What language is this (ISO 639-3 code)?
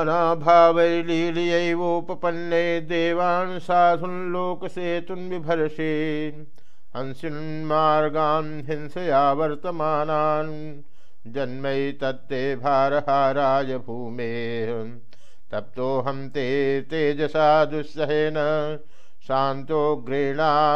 san